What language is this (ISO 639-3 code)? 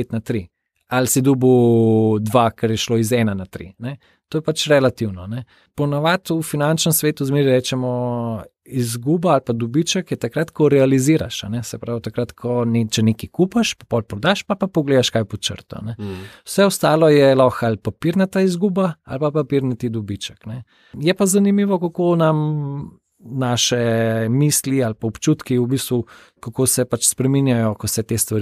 slv